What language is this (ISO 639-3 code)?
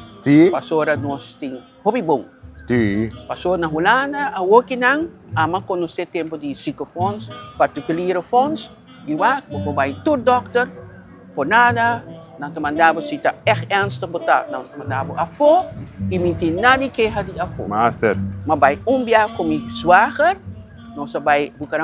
pap